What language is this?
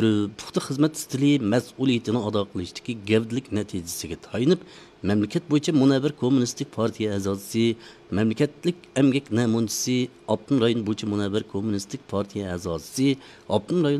Uyghur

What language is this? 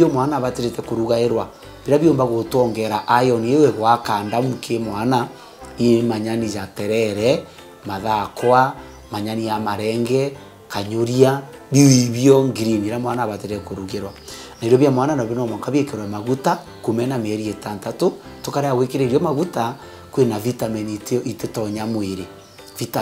Meru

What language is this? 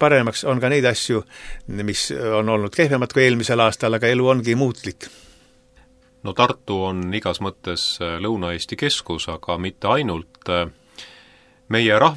Estonian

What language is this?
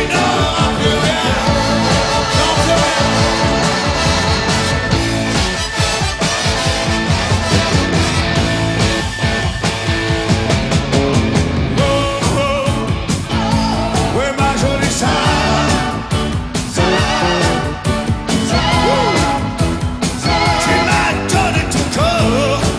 French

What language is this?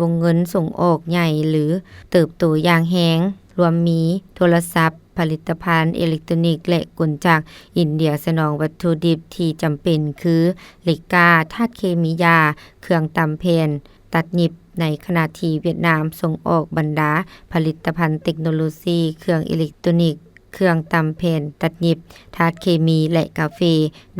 Lao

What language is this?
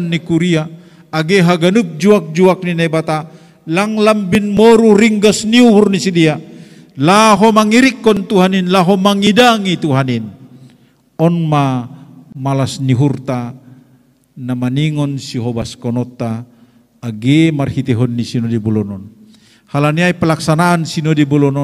Batak Simalungun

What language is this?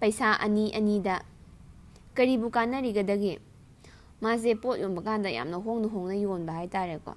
Manipuri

